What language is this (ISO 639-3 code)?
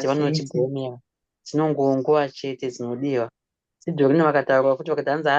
sna